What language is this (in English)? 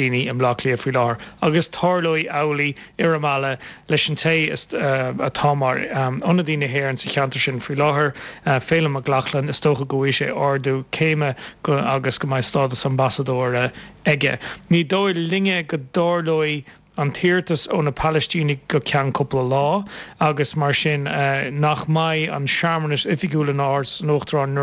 Irish